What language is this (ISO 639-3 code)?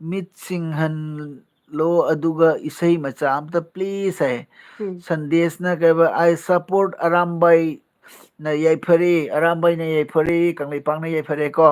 mni